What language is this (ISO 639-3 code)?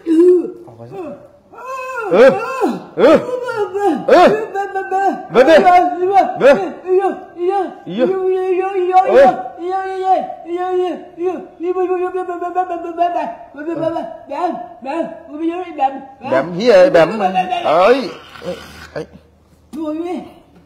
tha